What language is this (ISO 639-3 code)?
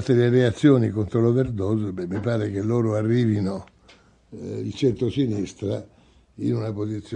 ita